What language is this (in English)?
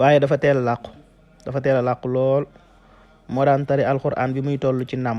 Wolof